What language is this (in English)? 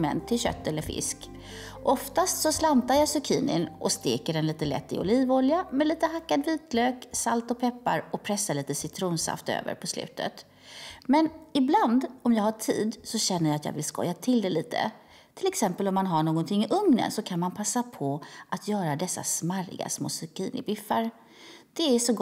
Swedish